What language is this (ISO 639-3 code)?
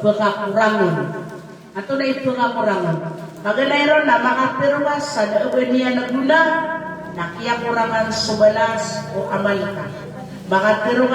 mrw